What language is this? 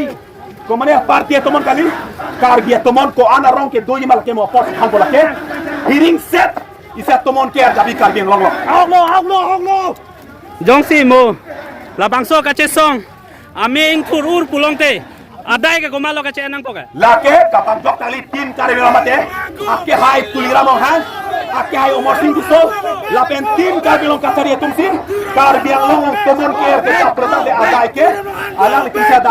Karbi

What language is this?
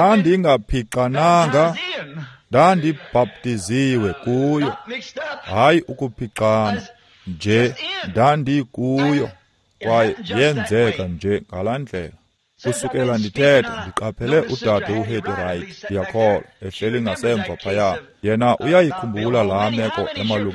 Xhosa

